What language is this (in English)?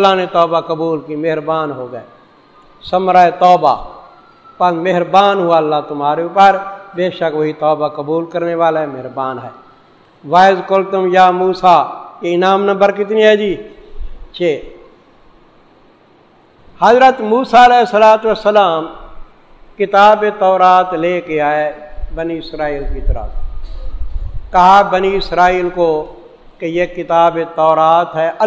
Urdu